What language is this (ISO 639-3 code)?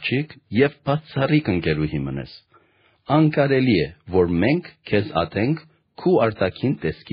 hye